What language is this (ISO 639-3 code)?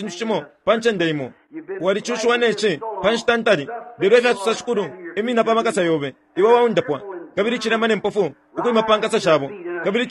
bem